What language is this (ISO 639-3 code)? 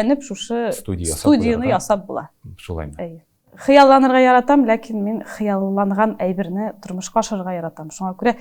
tat